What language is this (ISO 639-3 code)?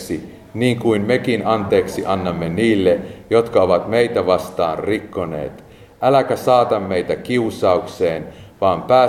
fin